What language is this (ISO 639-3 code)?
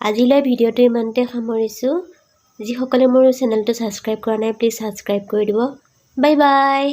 asm